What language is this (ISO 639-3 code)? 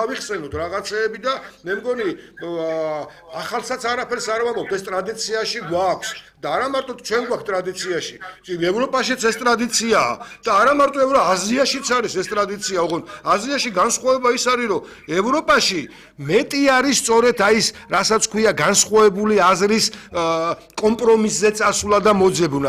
kat